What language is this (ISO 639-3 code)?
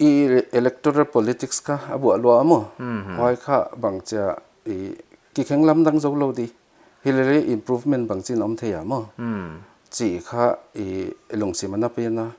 pck